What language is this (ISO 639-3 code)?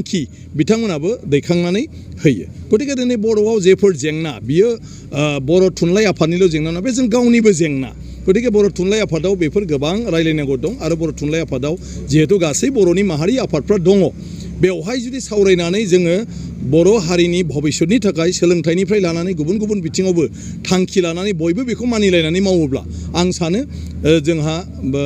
brx